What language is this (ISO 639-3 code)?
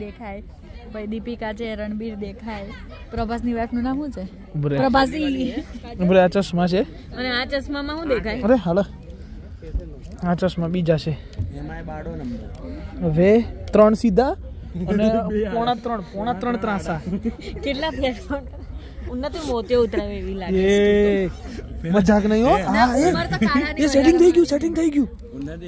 guj